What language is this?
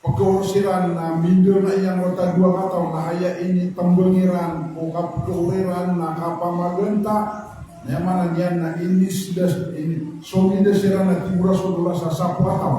Maranao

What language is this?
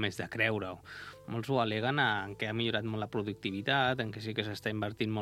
Catalan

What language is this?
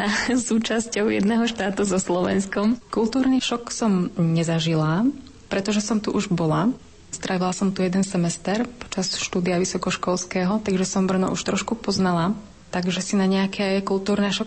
Slovak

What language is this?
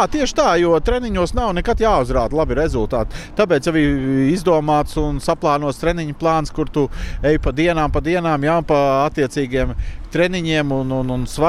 Latvian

